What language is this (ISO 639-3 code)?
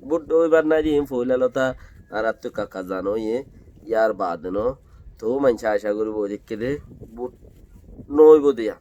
rhg